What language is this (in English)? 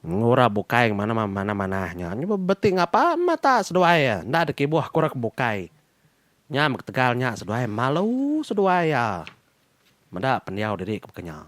Iban